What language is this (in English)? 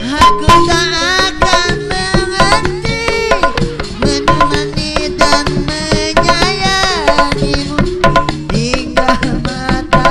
Betawi